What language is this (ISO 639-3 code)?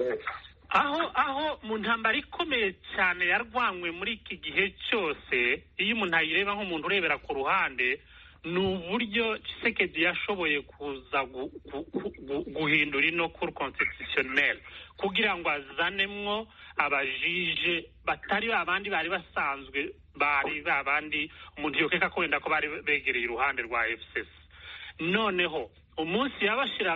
kin